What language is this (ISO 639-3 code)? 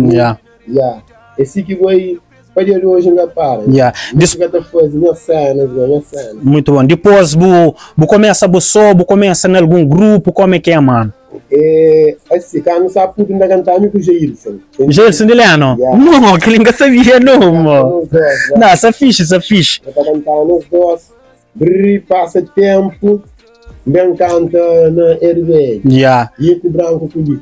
kea